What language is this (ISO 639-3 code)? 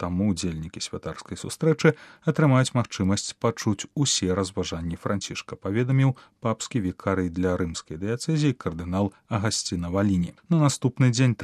bel